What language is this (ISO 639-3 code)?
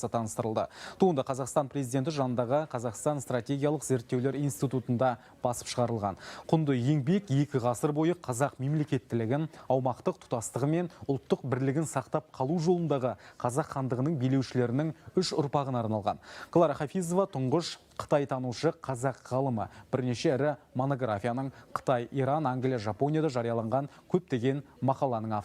kaz